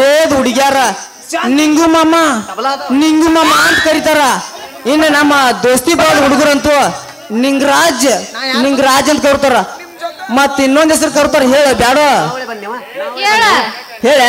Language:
Kannada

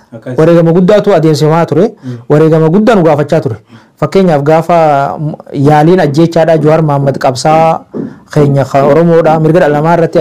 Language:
Oromo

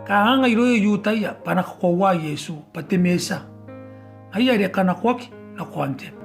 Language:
Gilbertese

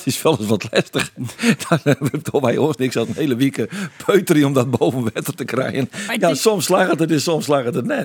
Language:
Western Frisian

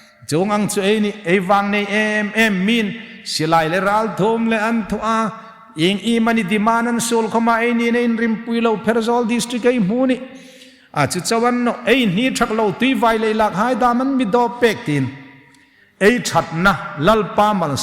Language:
Hmar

